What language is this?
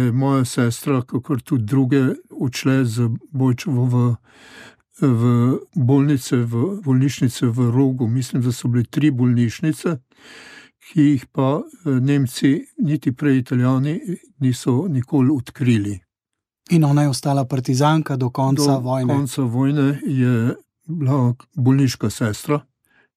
Slovenian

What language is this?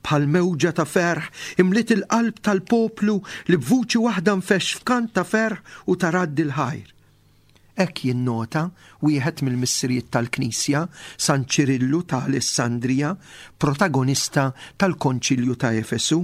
Maltese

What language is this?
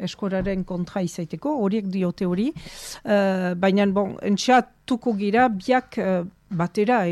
Basque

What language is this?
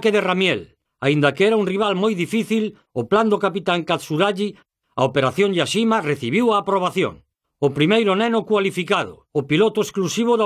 Galician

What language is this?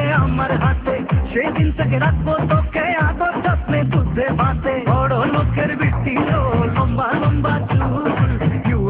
Bangla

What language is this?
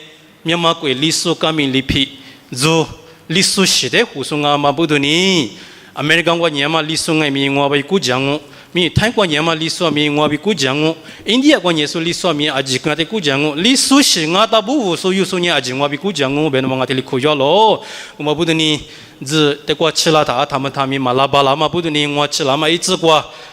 Lisu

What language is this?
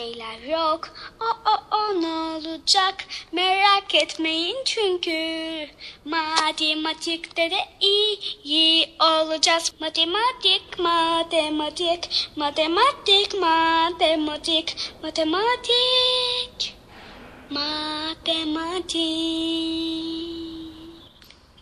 Turkish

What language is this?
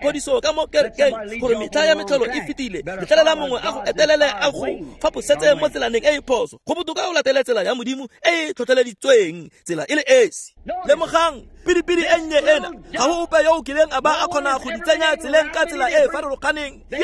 Tswana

